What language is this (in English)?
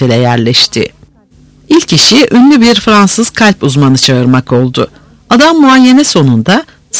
Turkish